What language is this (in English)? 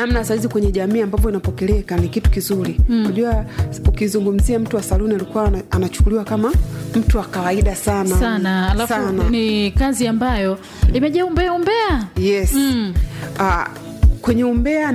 Swahili